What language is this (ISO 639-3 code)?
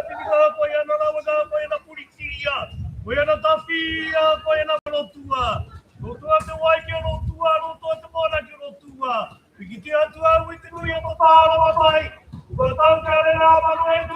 mri